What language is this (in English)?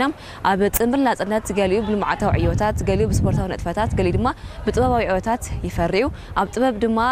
Tigrinya